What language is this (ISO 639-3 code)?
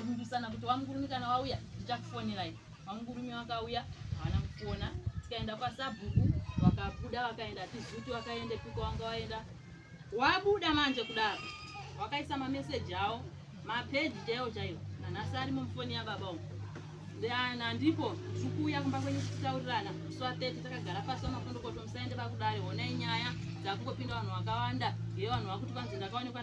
sna